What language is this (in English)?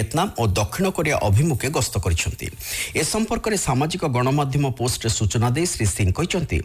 Odia